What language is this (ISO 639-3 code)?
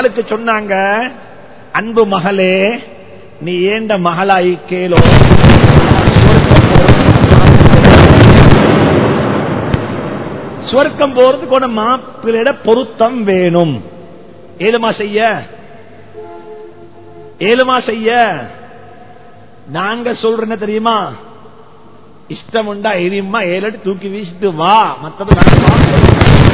tam